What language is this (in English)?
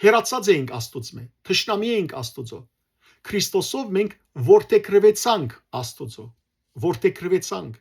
Western Armenian